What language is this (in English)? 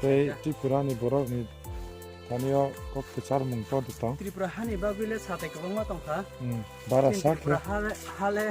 Kok Borok